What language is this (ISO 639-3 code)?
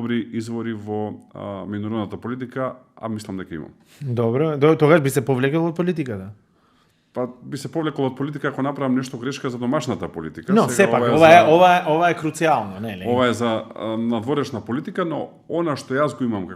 mkd